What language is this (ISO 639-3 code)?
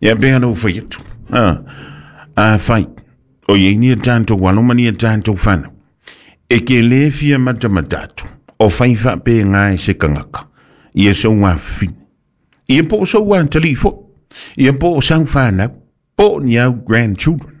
smo